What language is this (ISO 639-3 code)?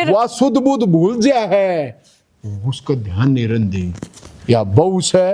bgc